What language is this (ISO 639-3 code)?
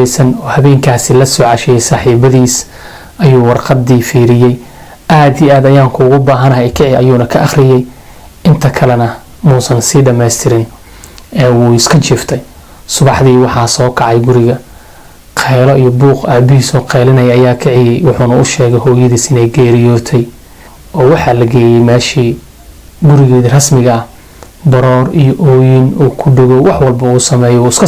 som